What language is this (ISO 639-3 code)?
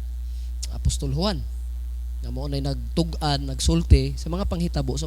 ceb